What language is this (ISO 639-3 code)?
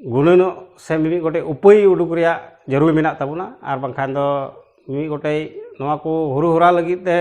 sat